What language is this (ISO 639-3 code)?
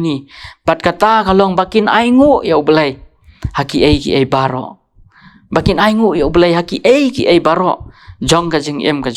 kha